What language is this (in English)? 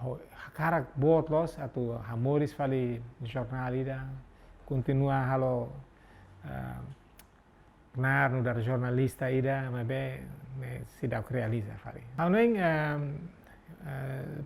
Tetum